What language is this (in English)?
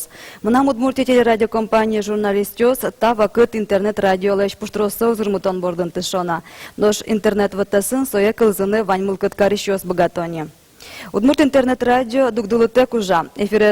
Udmurt